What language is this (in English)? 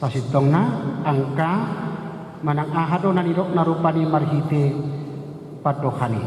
Batak Toba